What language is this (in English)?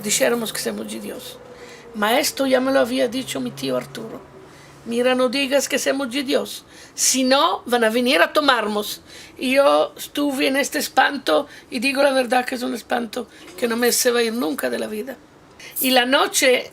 Ladino